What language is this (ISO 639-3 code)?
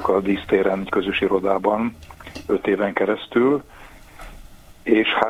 hun